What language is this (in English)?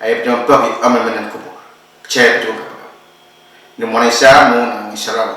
Pohnpeian